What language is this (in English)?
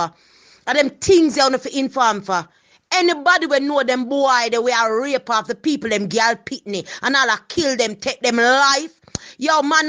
Jamaican Creole English